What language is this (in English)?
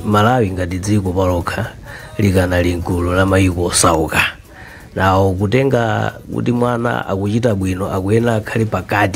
Nyanja